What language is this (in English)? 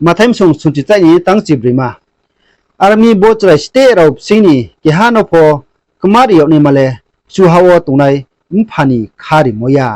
Riang (India)